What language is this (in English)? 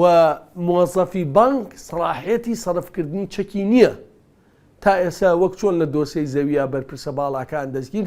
Central Kurdish